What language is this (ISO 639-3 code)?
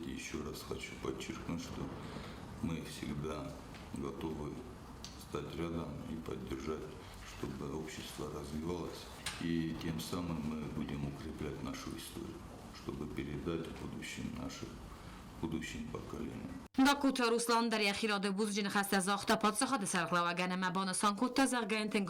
oss